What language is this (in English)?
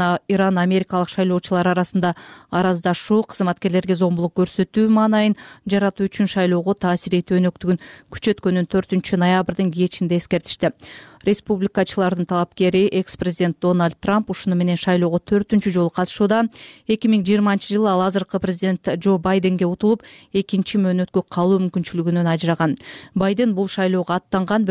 Kyrgyz